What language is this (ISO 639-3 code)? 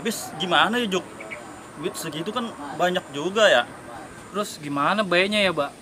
bew